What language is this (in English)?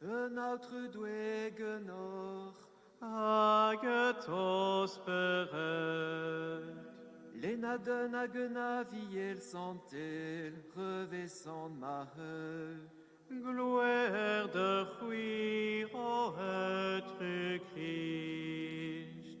Breton